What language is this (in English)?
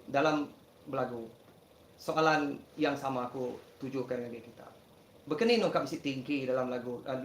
Iban